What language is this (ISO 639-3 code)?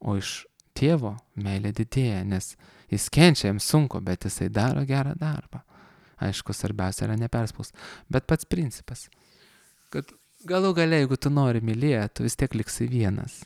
lit